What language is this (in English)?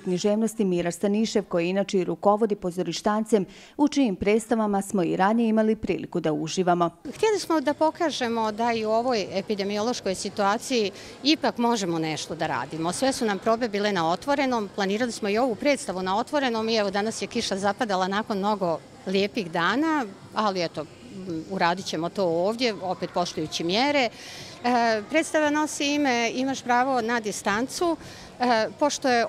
Bosnian